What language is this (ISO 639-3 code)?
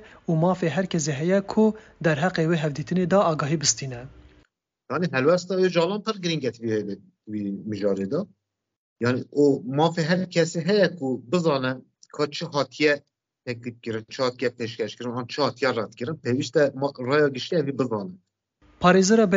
kur